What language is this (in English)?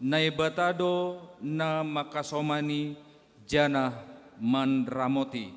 Batak Simalungun